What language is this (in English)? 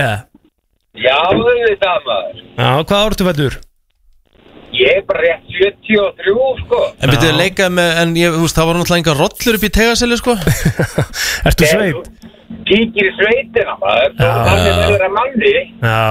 Icelandic